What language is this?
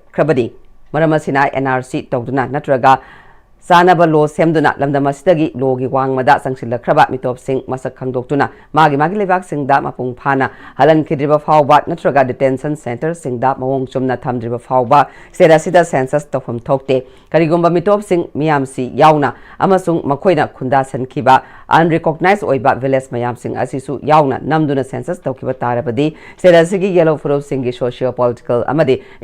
Manipuri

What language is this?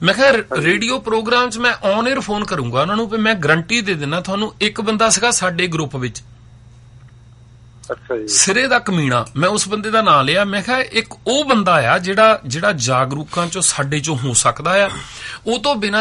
Punjabi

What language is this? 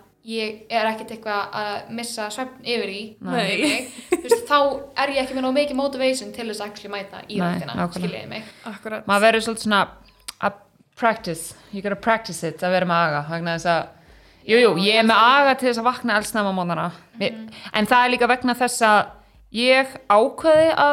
Icelandic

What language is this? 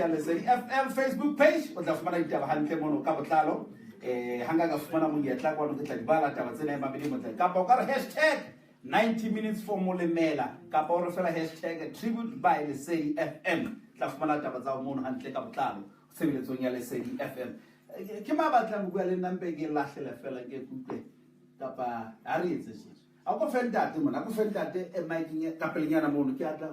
Southern Sotho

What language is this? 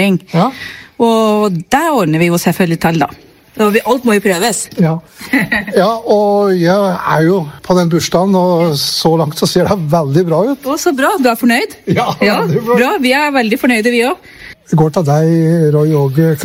Norwegian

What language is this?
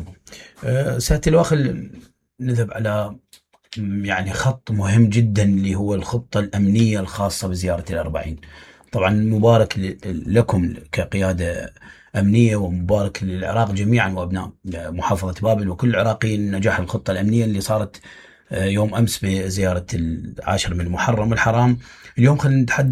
Mesopotamian Arabic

